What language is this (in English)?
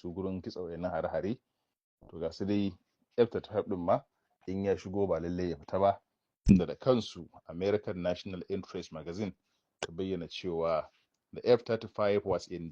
Hausa